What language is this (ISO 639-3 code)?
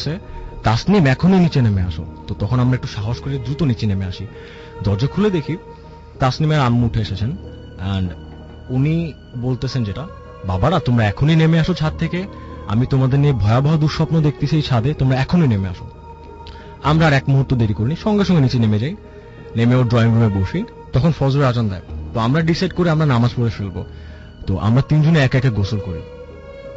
ben